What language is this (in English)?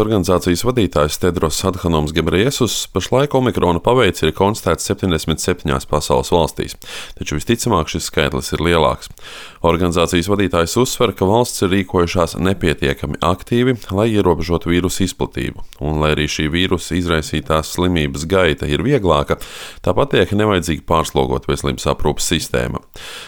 Latvian